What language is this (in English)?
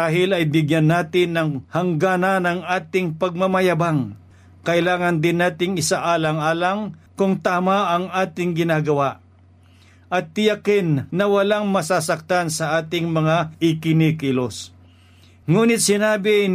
Filipino